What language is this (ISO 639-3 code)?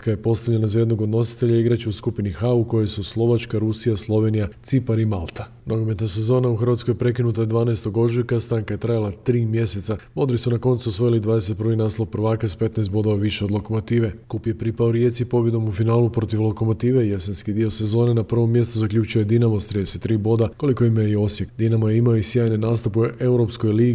hrv